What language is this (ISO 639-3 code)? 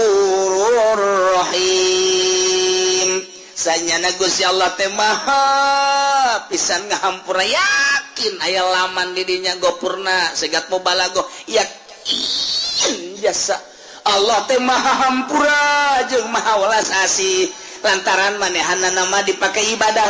sun